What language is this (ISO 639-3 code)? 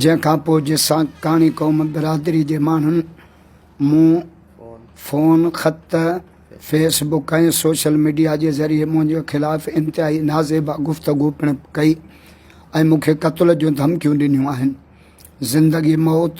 snd